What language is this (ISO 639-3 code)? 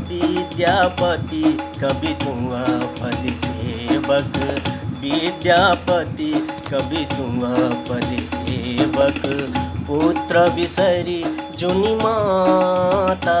mai